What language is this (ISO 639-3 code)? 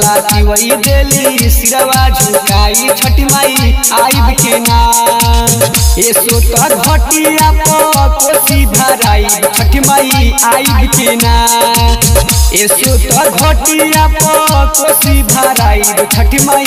bho